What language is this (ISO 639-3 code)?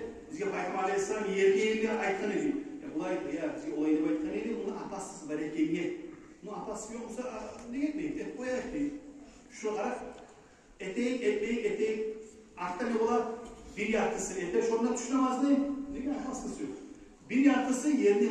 kum